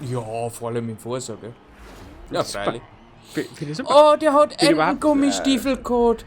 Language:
Bavarian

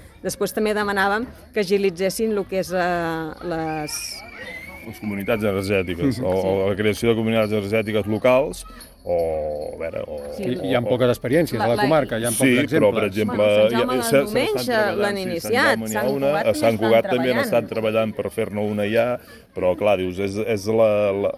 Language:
Catalan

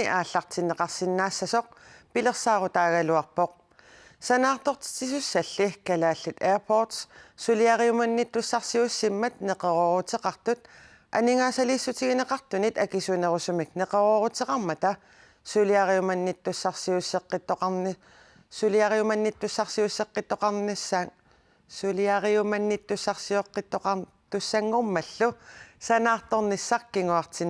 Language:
Kalaallisut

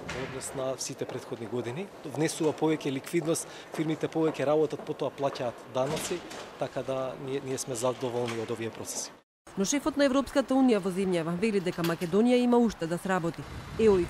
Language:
Macedonian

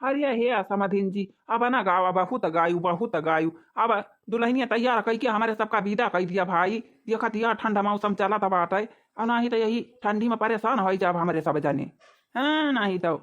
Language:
Awadhi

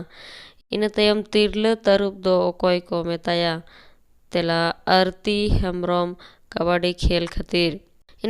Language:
Santali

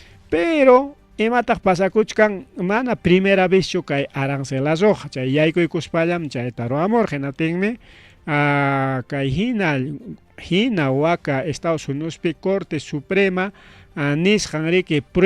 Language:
Ayacucho Quechua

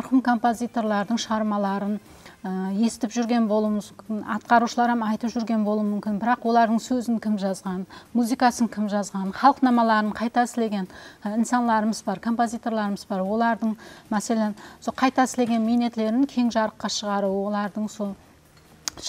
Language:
Kara-Kalpak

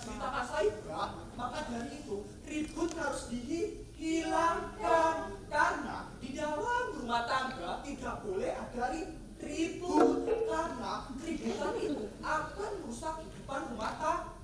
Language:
Betawi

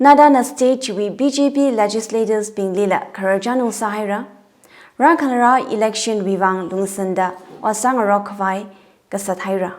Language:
Tangkhul Naga (India)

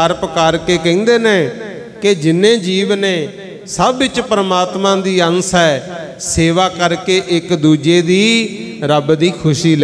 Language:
Punjabi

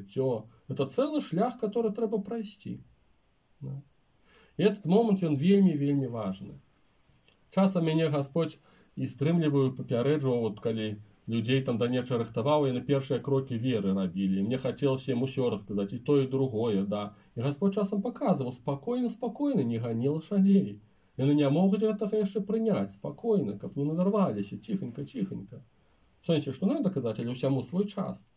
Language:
Belarusian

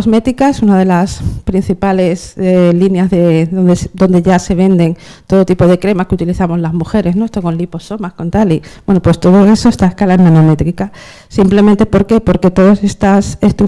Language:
Spanish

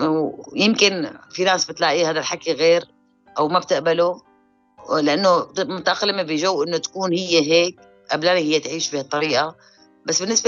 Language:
North Levantine Arabic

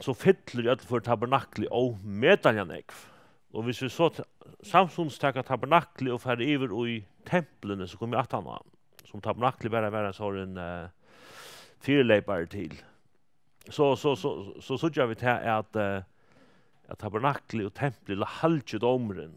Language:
Faroese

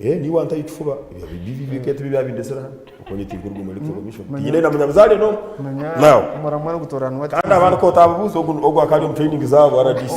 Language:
Nyankole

